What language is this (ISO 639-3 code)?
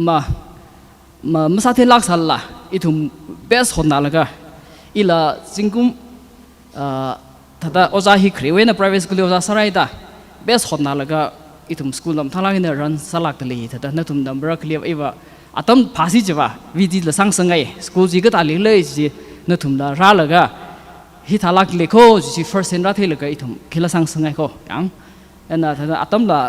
nmf